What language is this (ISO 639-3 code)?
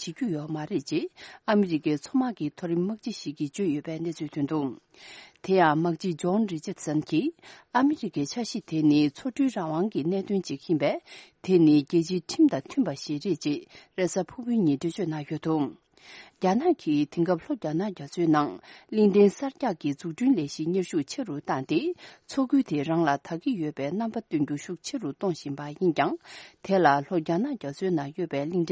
bod